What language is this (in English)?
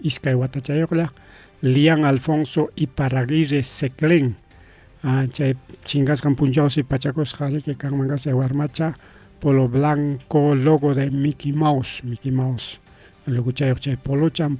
Ayacucho Quechua